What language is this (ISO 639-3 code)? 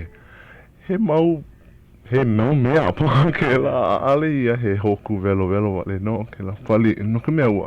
haw